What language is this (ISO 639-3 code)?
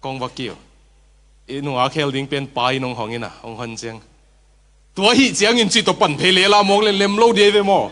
ctd